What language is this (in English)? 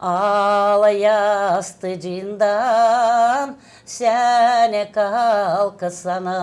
Gagauz